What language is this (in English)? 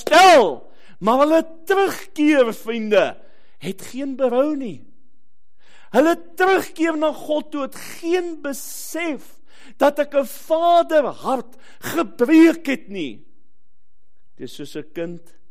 Afrikaans